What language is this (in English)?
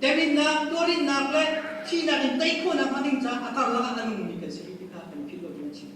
Hakha Chin